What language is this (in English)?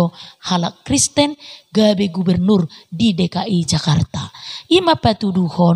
Batak Toba